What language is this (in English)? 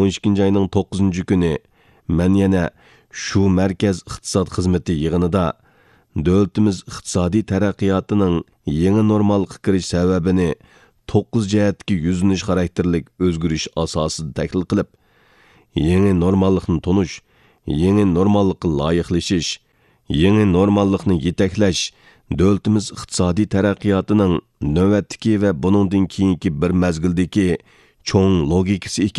Uyghur